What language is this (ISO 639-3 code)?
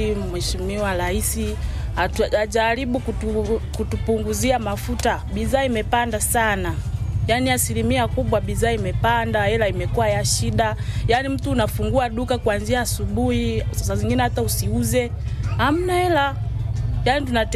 swa